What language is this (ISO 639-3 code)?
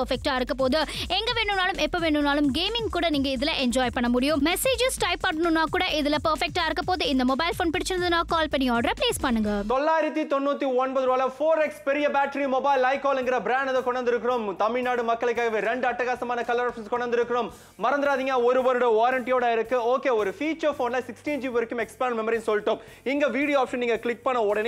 tam